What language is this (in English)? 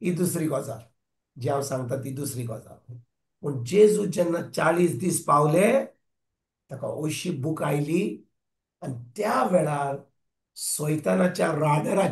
Konkani